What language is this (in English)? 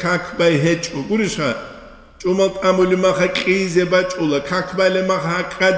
Avaric